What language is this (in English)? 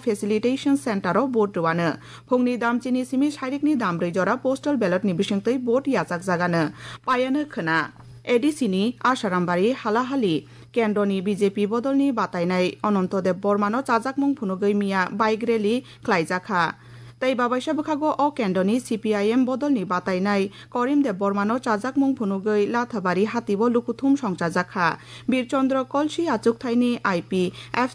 Kok Borok